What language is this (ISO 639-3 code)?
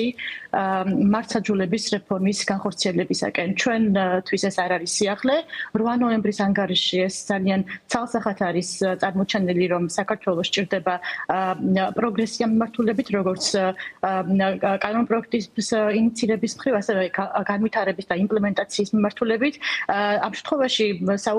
kat